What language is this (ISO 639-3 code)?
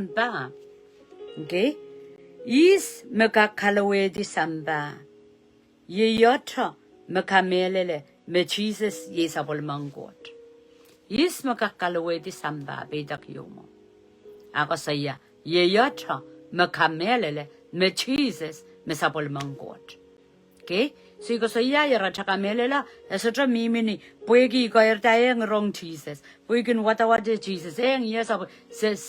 pon